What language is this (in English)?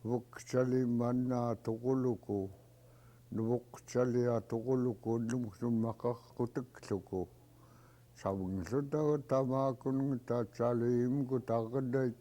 Central Yupik